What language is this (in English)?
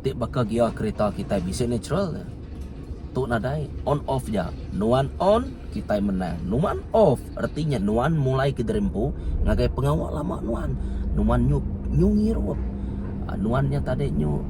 Iban